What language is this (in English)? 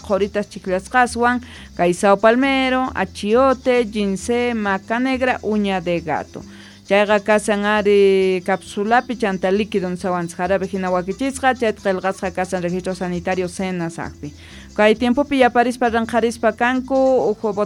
South Bolivian Quechua